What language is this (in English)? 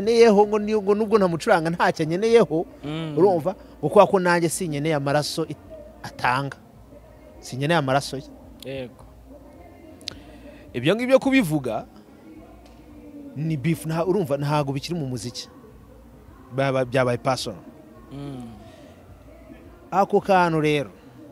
Kinyarwanda